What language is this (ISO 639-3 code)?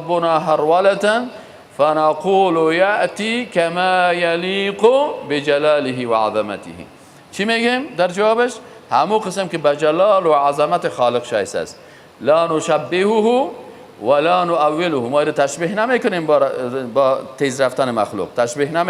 fas